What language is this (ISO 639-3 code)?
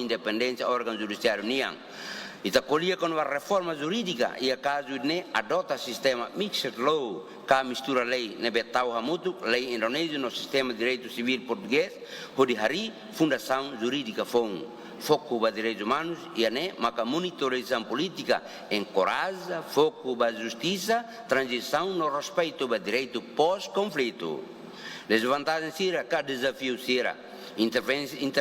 tet